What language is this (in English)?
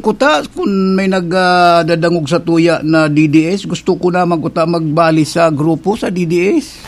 Bikol